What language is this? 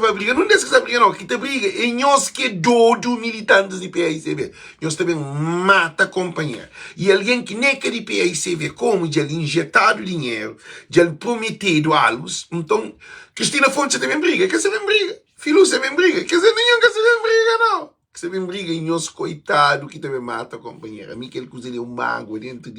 Kabuverdianu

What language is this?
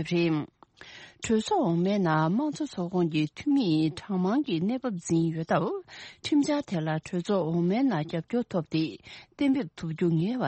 Tibetan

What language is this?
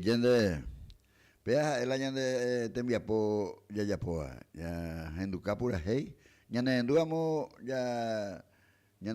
Guarani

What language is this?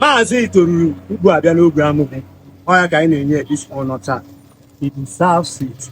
Igbo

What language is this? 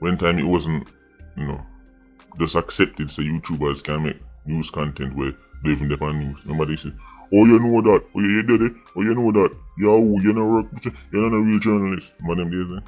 Jamaican Creole English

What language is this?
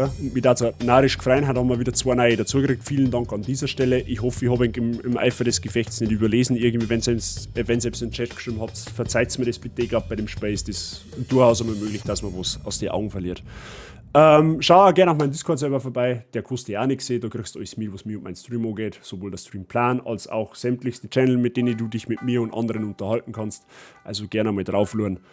Bavarian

